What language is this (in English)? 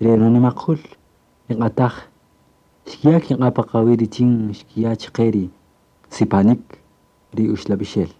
Kaqchikel